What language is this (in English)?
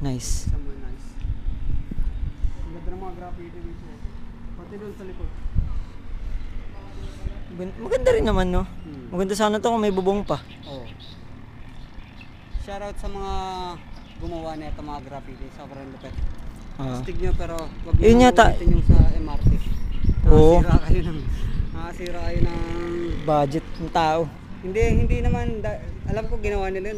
Filipino